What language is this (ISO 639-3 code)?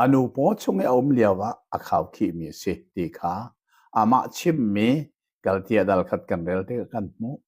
cnh